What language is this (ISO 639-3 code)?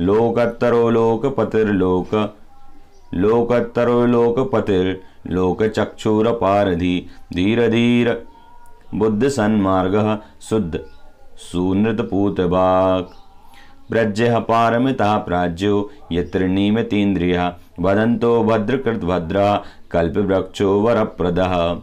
san